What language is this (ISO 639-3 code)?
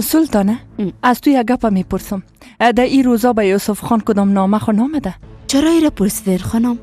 fas